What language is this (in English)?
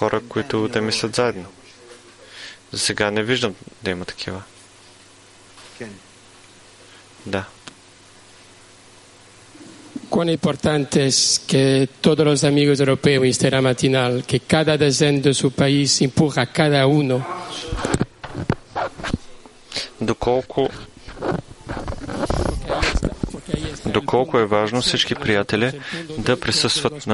Bulgarian